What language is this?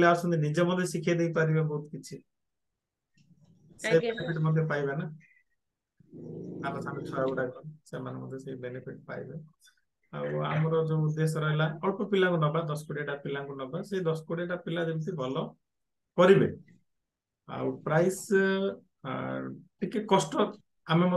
Odia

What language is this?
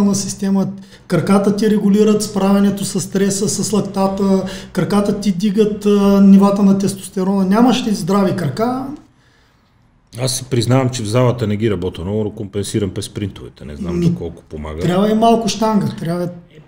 Bulgarian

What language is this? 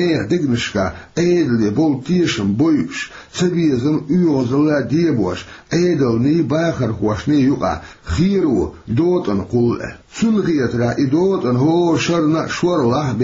Chechen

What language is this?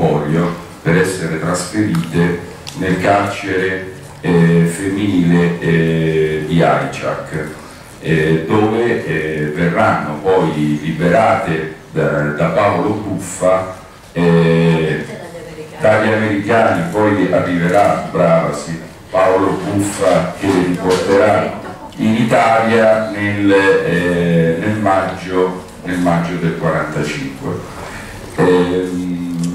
Italian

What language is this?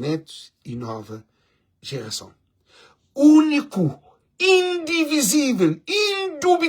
Kabuverdianu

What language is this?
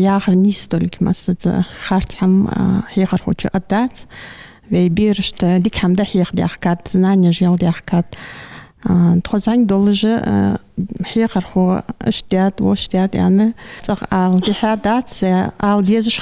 Ingush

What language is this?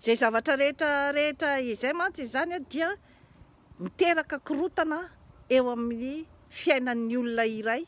Malagasy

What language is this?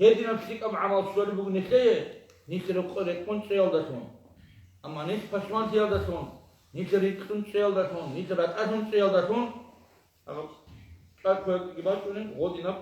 Avaric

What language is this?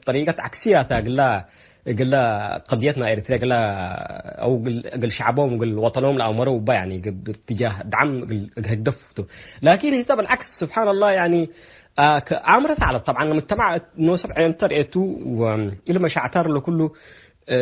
Tigre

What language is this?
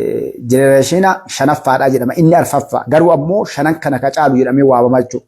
Oromo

